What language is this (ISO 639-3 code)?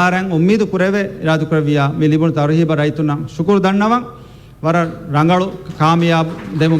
div